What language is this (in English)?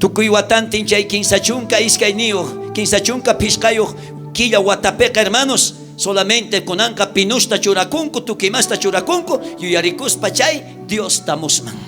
South Bolivian Quechua